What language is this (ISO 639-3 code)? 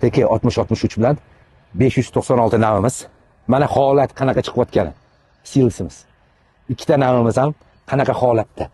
uzb